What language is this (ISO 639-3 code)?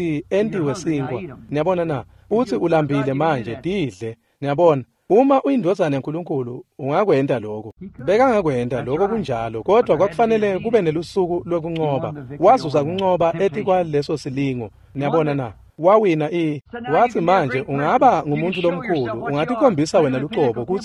ssw